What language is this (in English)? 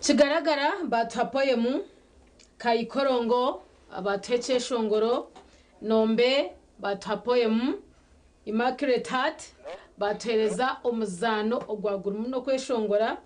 Nyankole